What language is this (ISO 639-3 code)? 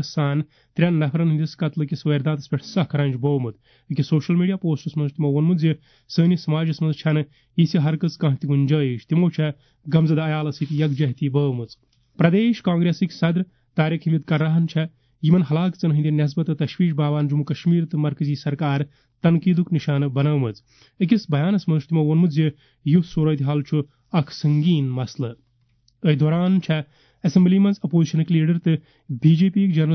kas